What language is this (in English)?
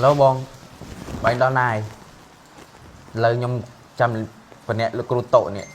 Khmer